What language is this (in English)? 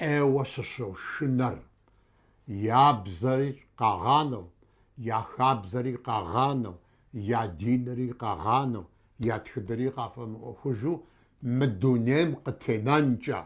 Kabardian